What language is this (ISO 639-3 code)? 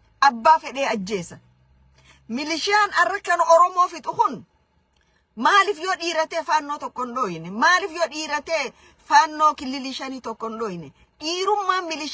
orm